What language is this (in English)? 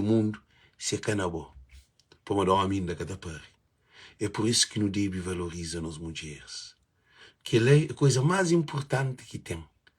Kabuverdianu